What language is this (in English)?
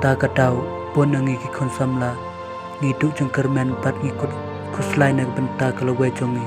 Khasi